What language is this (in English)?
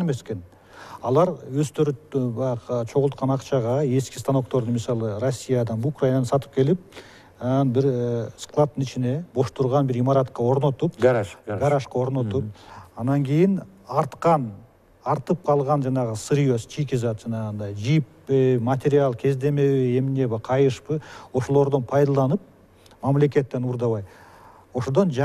Kyrgyz